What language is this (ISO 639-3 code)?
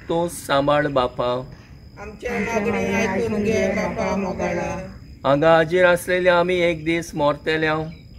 kok